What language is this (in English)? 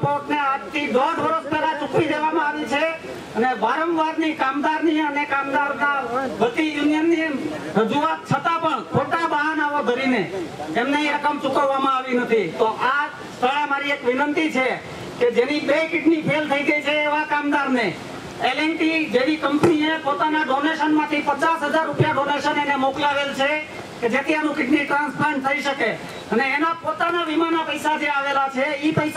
Gujarati